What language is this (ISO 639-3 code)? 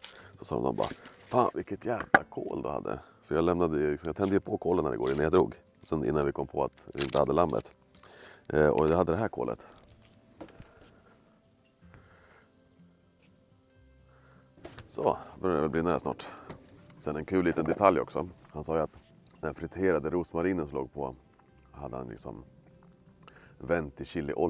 swe